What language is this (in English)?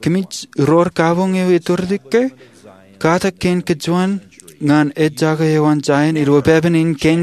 Marshallese